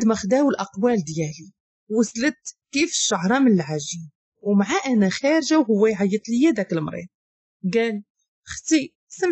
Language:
Moroccan Arabic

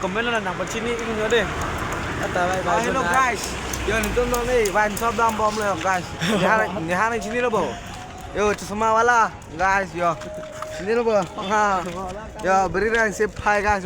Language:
Karbi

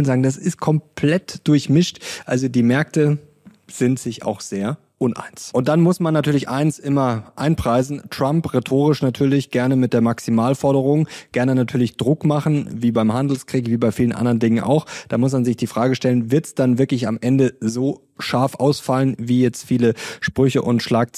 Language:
German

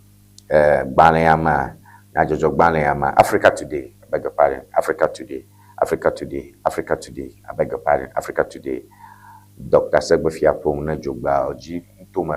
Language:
Ewe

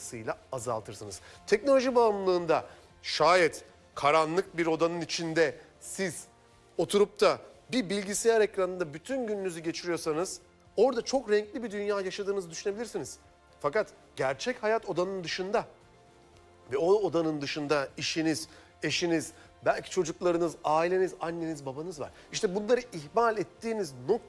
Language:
Turkish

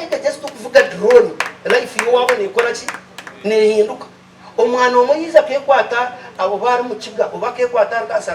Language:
Nyankole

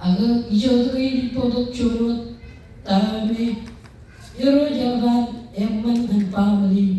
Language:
Marshallese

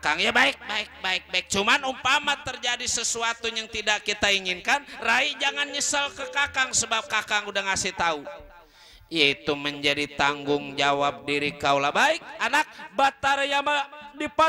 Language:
Betawi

